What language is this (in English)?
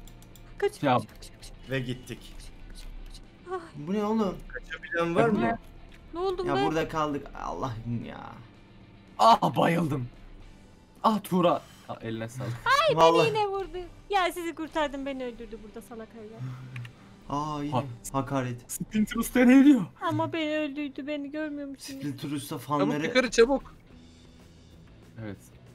Turkish